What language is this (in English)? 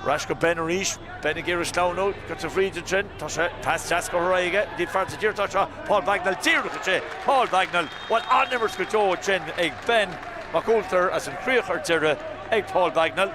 Irish